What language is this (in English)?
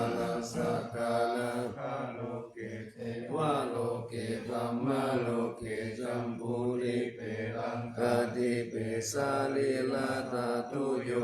Pali